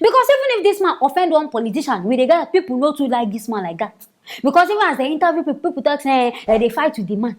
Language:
Nigerian Pidgin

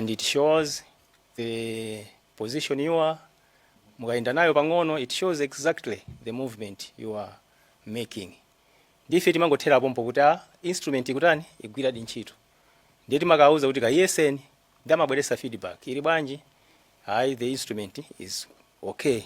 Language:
Nyanja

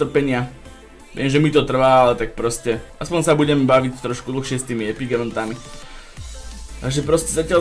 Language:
Slovak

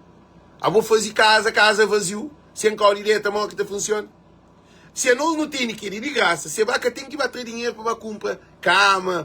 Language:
Kabuverdianu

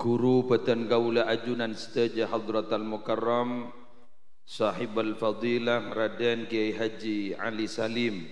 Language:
Madurese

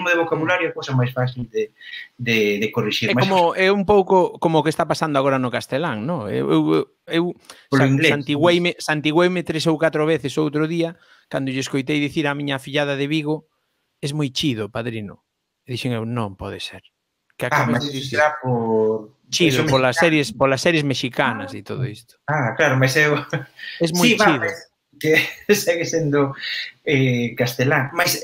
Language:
Galician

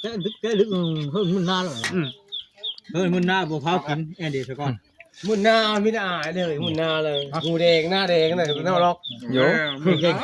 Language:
Northeastern Thai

